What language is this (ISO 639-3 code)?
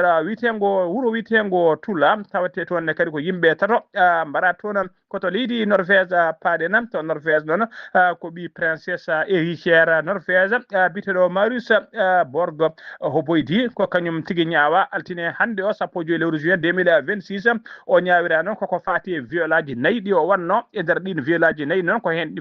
ful